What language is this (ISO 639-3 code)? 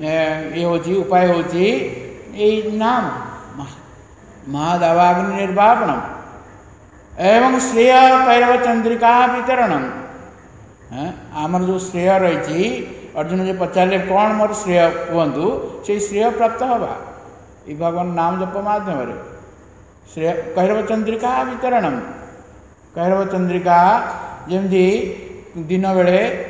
ori